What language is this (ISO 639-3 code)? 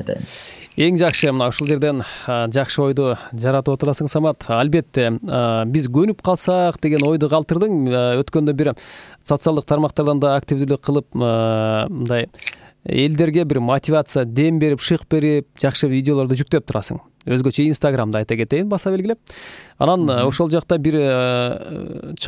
kir